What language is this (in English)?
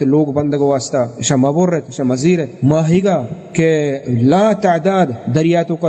Baluchi